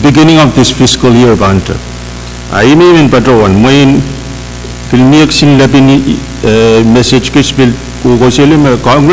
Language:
Pohnpeian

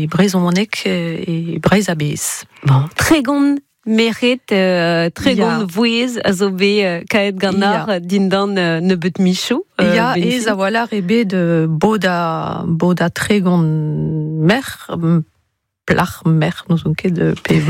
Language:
Breton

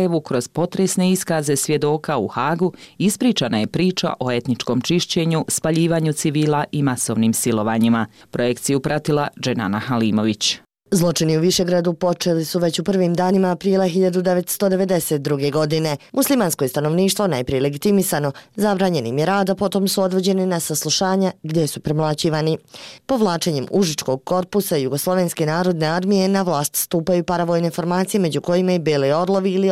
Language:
Bosnian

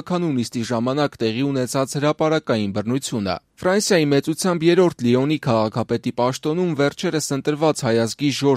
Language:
Armenian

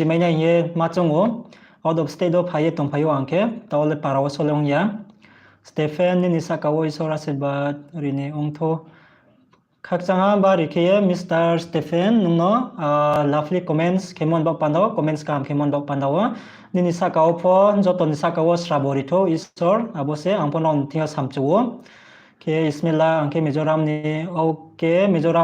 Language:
Riang (India)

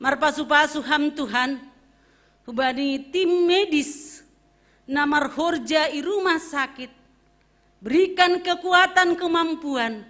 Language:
Batak Simalungun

